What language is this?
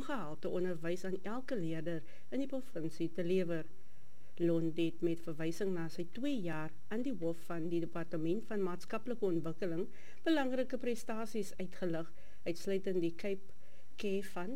Afrikaans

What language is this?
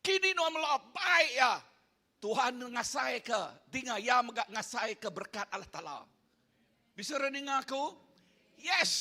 Iban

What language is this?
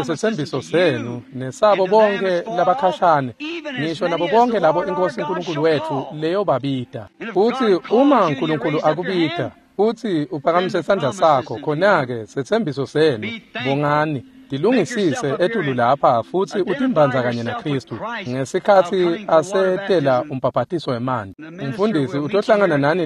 Swati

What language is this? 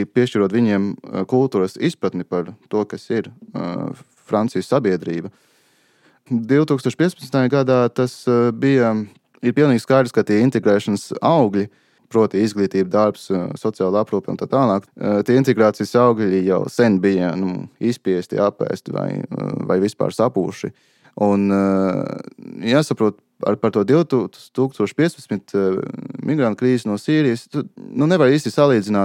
Latvian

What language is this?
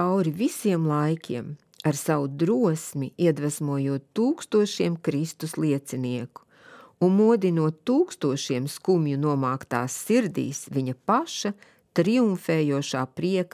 Latvian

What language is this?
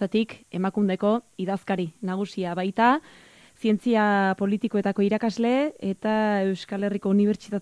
Basque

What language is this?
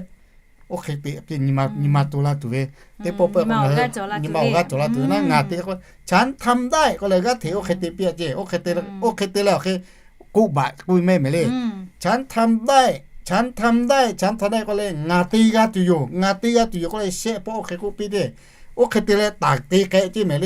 Lahu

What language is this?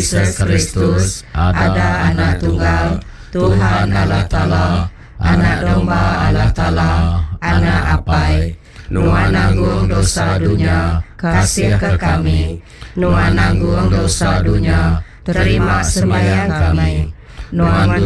Iban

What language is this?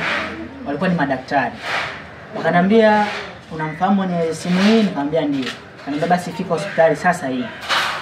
Swahili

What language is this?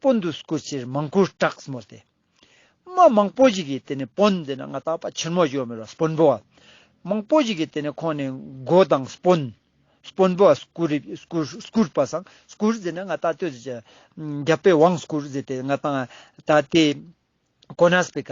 Ladakhi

